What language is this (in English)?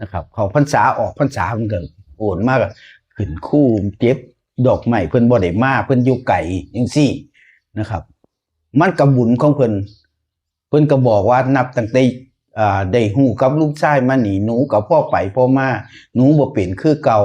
Northeastern Thai